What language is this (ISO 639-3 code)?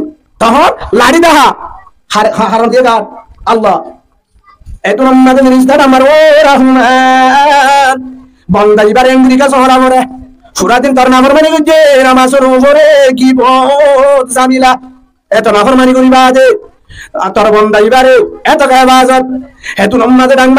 rhg